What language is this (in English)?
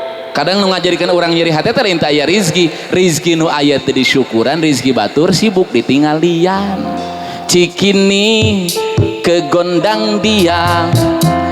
Sundanese